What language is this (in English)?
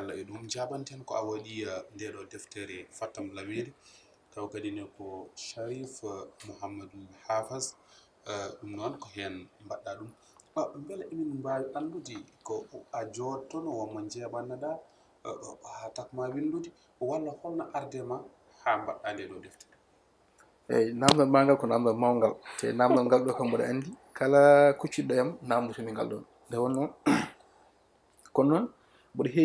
Fula